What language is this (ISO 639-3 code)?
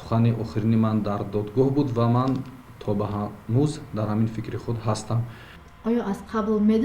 tgk